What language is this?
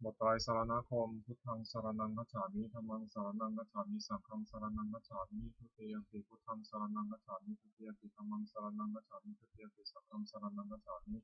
Pali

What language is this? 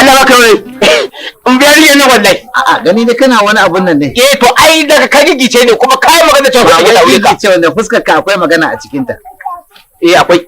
Hausa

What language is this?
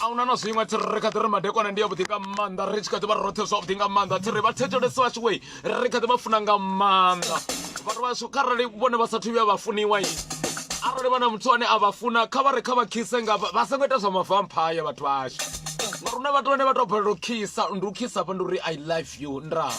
Venda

